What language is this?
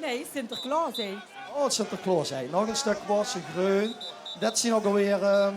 Limburgish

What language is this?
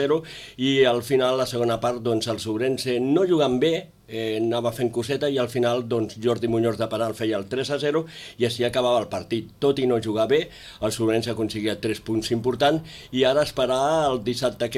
Catalan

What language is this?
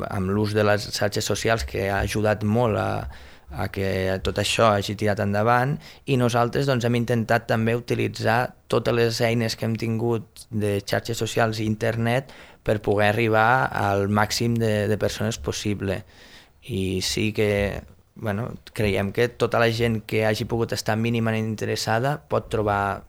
Catalan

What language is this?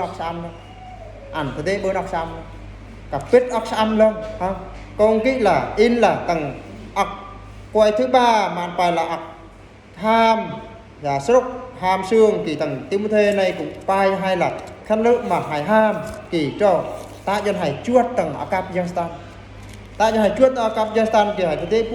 Eastern Bru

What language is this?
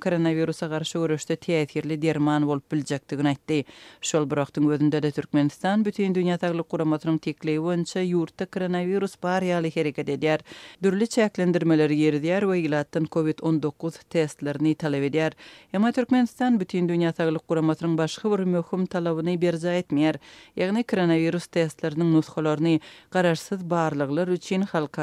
Turkmen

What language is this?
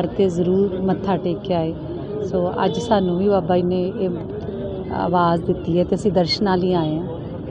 Punjabi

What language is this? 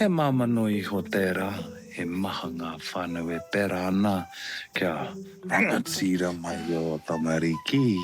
Māori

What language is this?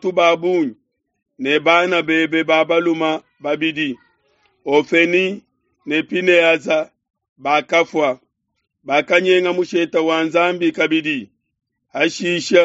Luba-Lulua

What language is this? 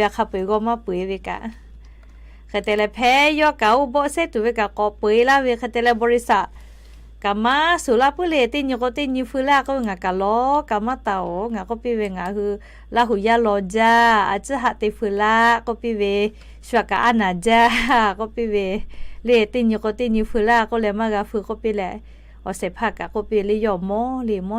Lahu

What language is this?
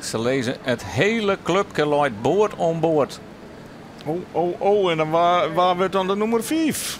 Western Frisian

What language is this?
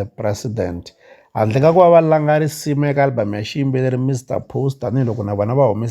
Tsonga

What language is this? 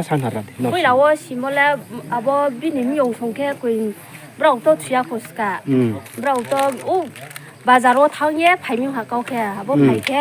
Riang (India)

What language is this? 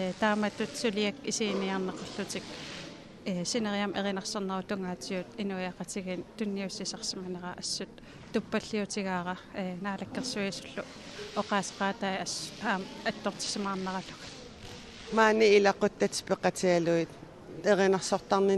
Kalaallisut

